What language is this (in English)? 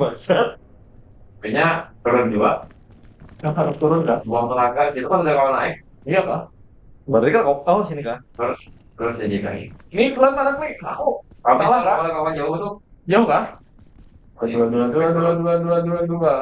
Banjar